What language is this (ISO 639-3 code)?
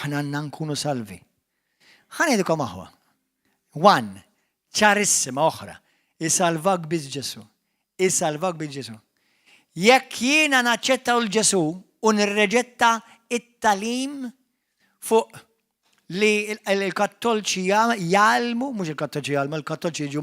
mlt